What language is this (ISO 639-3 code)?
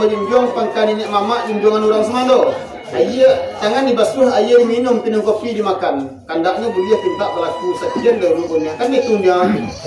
min